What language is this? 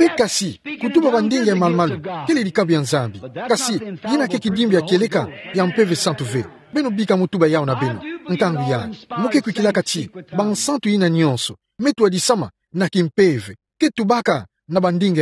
Kituba (Democratic Republic of Congo)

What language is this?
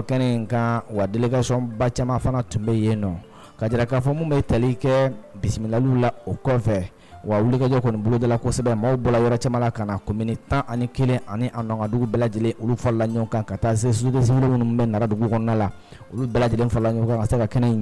Bambara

